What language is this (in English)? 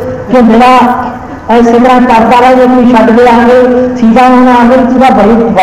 Punjabi